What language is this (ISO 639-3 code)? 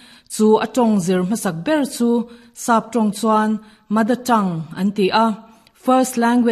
lus